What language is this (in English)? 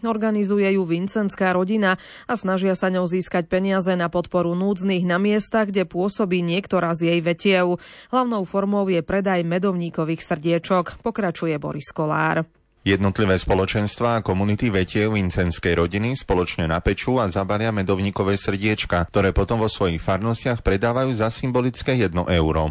Slovak